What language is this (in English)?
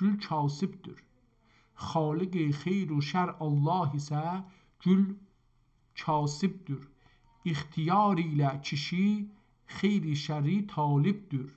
South Azerbaijani